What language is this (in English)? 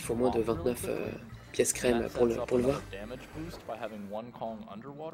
French